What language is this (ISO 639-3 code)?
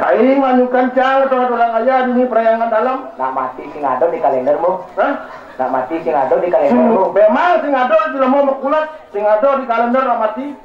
ban